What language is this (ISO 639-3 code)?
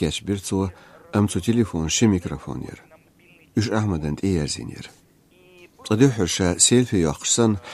che